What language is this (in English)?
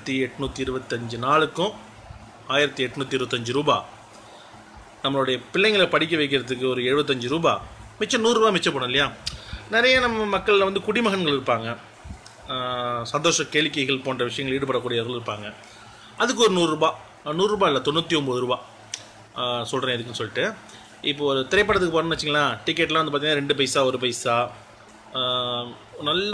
Tamil